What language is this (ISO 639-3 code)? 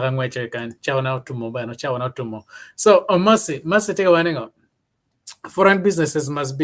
ach